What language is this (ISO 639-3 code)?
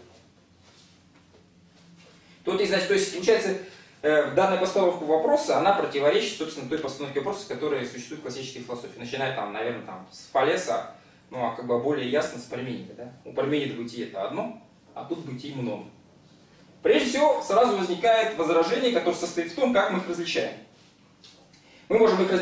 rus